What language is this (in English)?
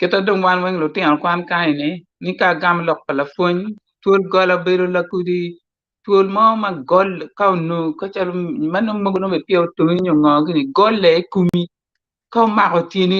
Acoli